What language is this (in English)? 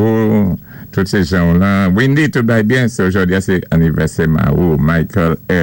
Saint Lucian Creole French